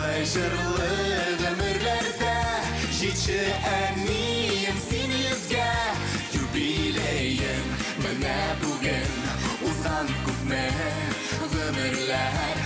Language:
Bashkir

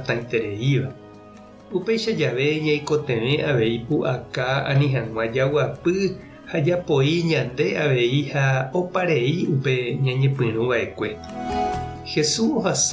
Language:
Guarani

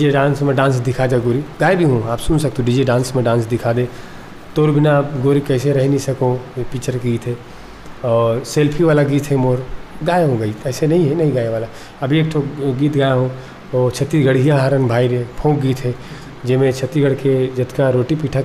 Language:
Chhattisgarhi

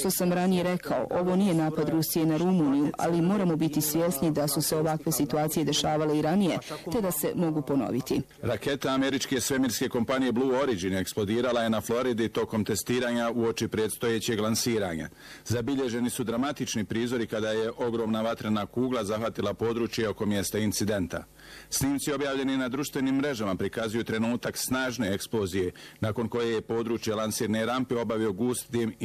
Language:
Bosnian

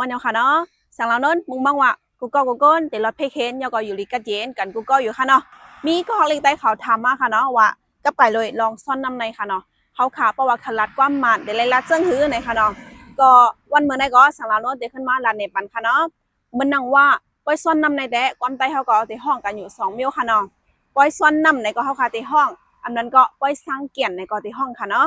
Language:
Shan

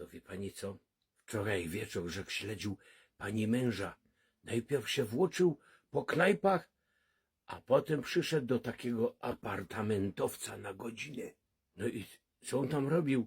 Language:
Silesian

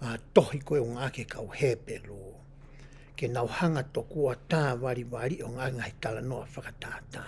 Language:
Tongan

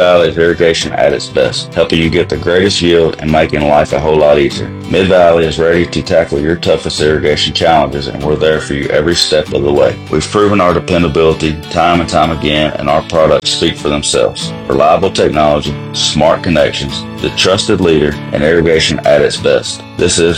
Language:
English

